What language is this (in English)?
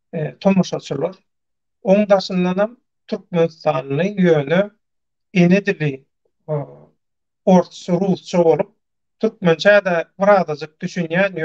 Turkmen